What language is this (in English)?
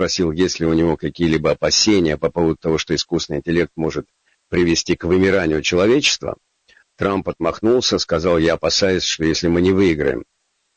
Russian